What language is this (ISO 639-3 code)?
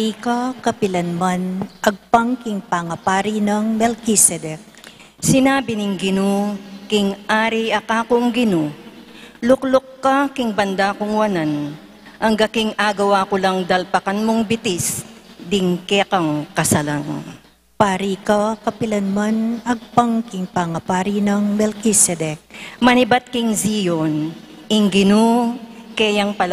pam